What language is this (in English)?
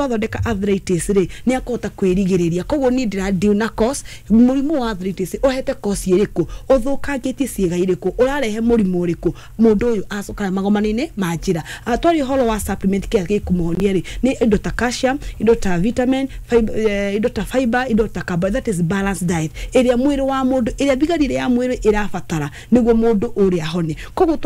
Kikuyu